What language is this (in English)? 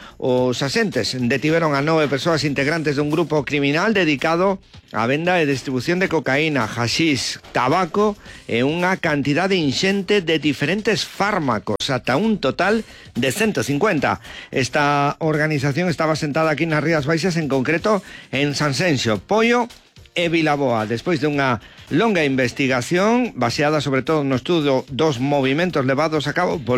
Galician